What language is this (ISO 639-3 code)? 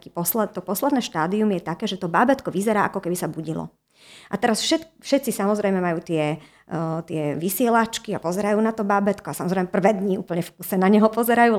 slk